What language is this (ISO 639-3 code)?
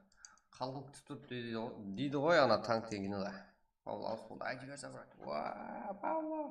kaa